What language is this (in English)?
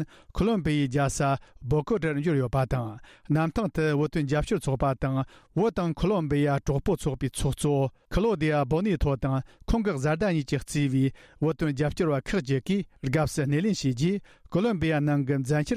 Tibetan